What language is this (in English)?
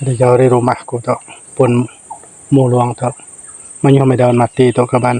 Iban